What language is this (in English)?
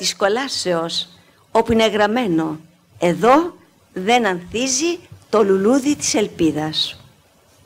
Greek